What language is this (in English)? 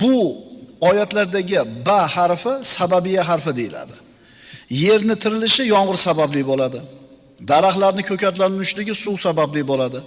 Uzbek